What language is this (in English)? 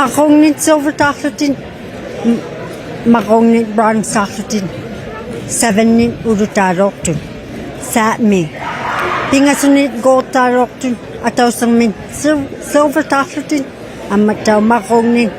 Inuktitut